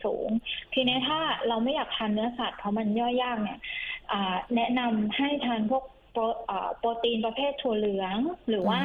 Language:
Thai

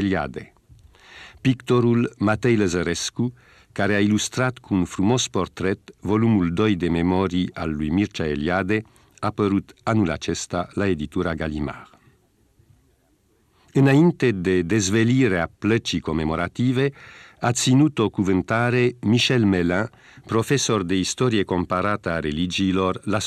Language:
Romanian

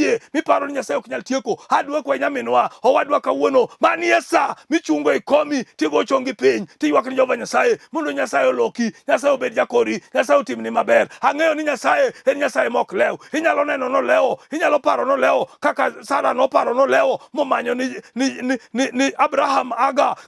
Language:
Luo (Kenya and Tanzania)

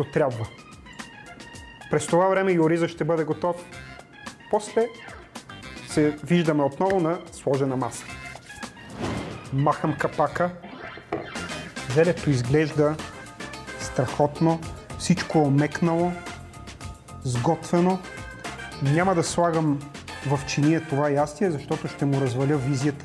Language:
Bulgarian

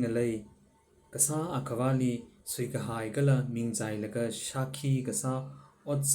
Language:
Tangkhul Naga (India)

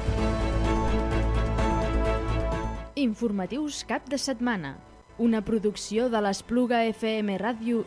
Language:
Catalan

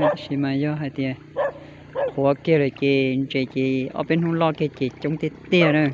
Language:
Hmong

